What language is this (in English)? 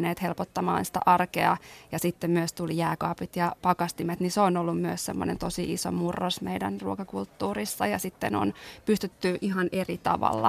Finnish